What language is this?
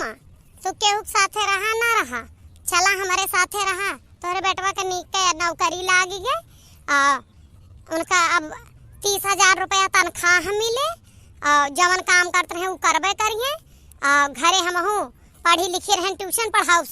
Awadhi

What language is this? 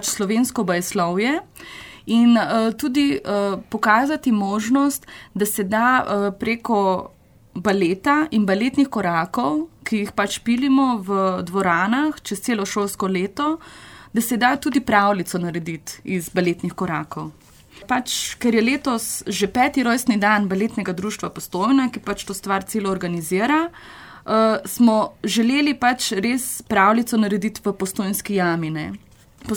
Slovenian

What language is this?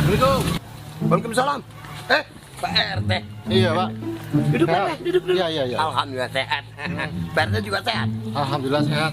Betawi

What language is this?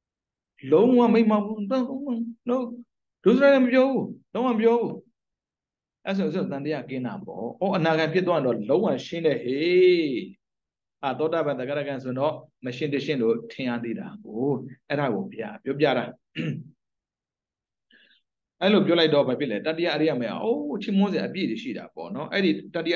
Burmese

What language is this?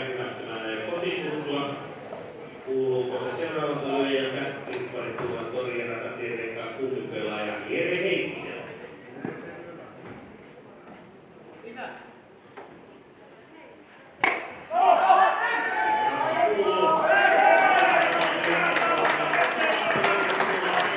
Finnish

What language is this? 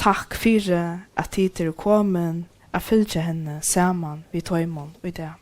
Faroese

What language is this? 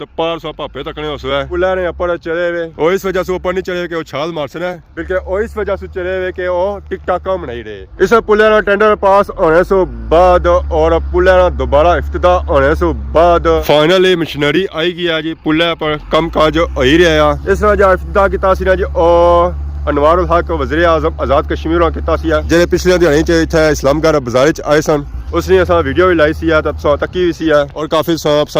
Pahari-Potwari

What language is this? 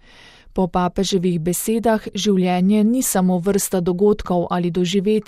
Slovenian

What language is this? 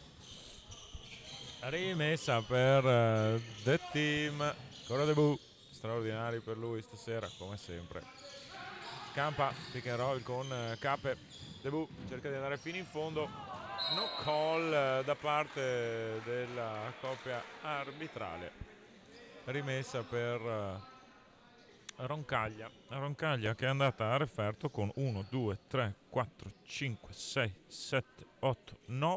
Italian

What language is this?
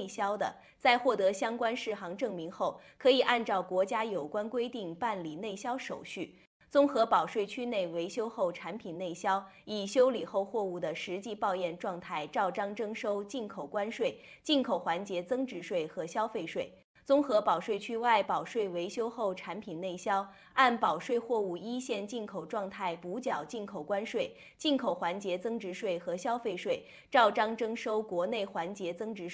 Chinese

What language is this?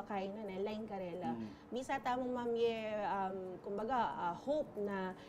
Pampanga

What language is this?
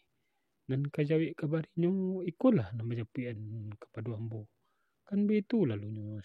Minangkabau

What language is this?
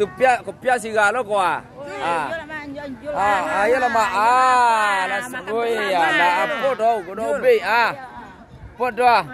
Minangkabau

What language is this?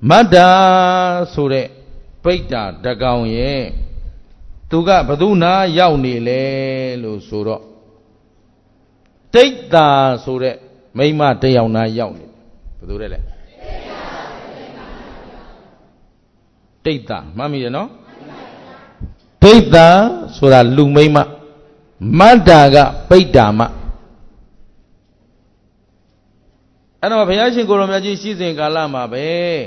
Burmese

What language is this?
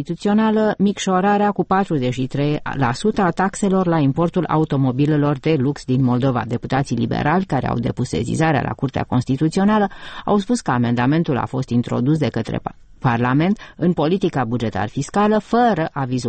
Romanian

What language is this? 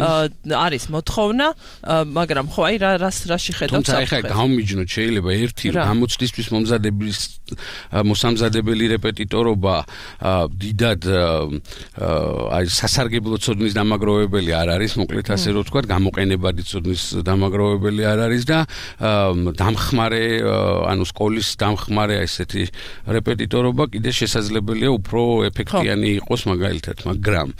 Georgian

